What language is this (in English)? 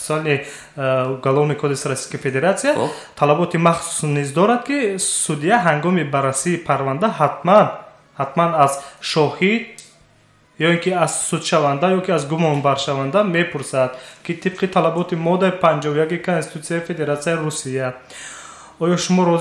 Tajik